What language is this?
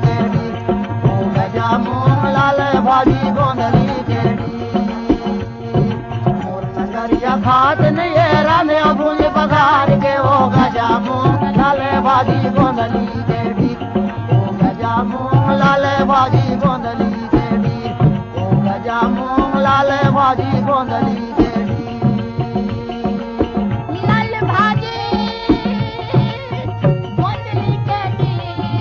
Chhattisgarhi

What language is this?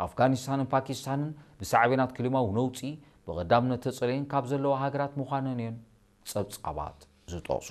Tigrinya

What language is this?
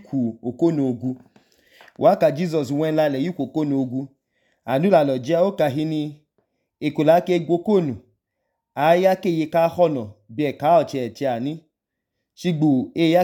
Idoma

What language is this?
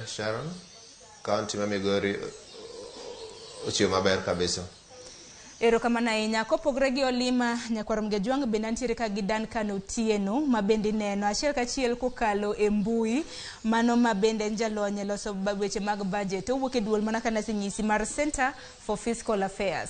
Luo (Kenya and Tanzania)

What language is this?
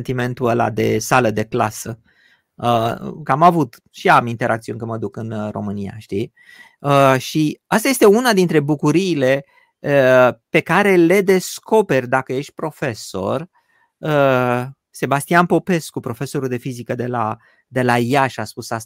Romanian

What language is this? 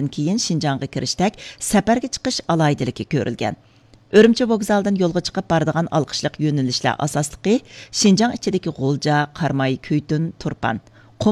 Uyghur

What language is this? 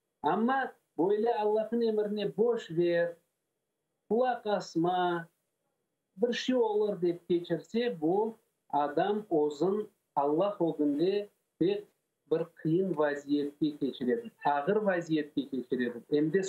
Crimean Tatar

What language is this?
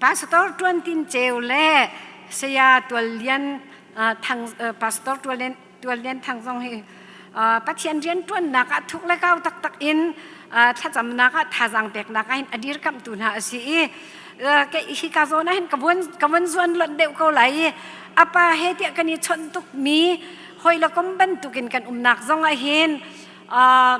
Hakha Chin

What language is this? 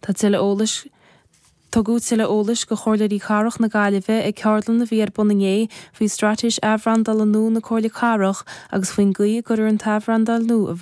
Irish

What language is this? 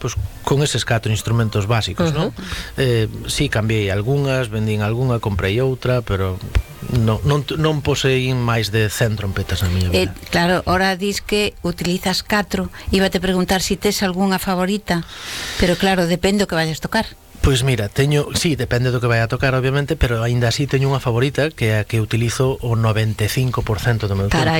Galician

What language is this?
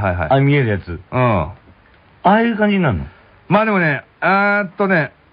Japanese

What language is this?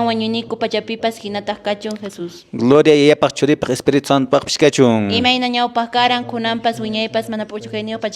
Quechua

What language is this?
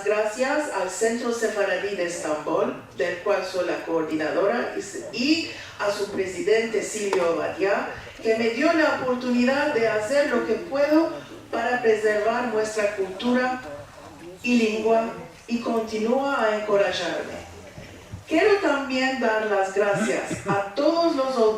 Ladino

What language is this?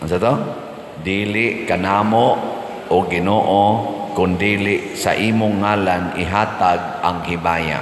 Cebuano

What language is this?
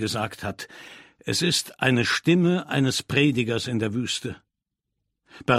German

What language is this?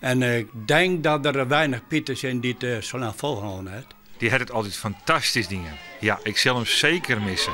Western Frisian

